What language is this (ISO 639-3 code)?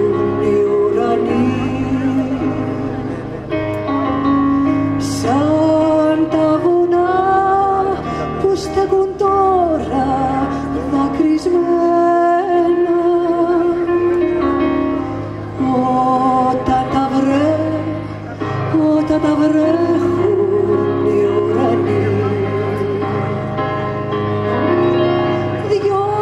ell